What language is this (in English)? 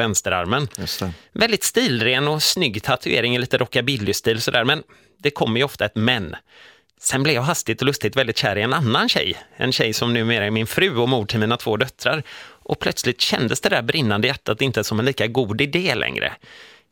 Swedish